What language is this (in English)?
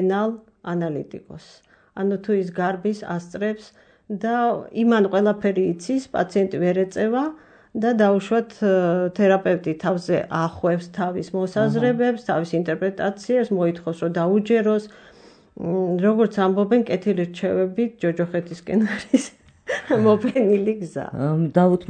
Georgian